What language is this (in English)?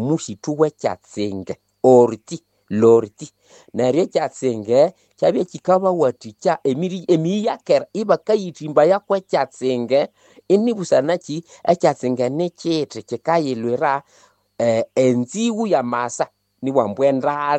Nande